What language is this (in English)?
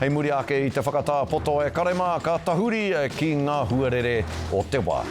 Māori